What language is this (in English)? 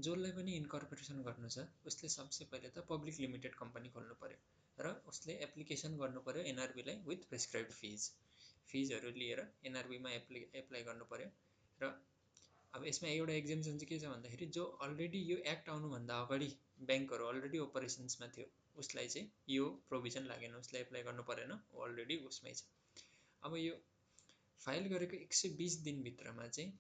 Nepali